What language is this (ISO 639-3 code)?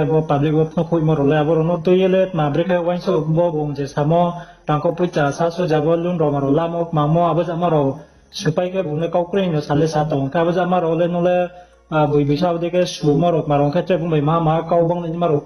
ria